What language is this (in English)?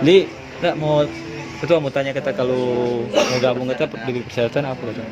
Manado Malay